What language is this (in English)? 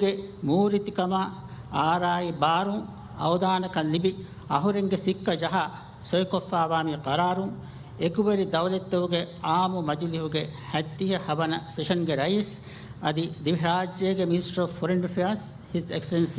Divehi